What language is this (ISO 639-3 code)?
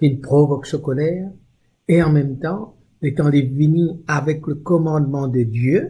mfe